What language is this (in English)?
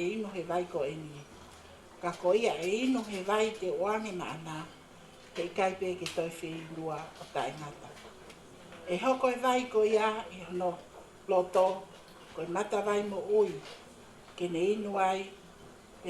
Tongan